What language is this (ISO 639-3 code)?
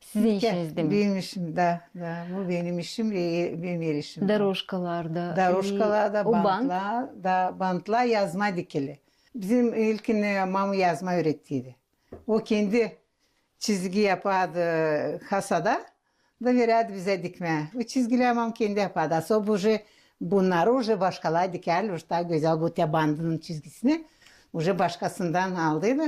gag